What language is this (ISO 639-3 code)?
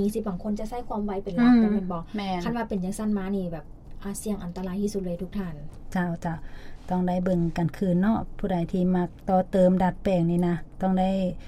lao